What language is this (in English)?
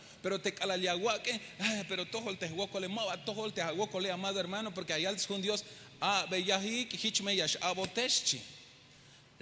Tzeltal